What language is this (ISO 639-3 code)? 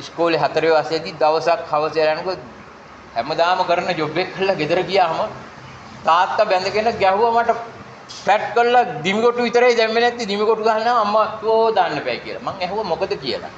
sin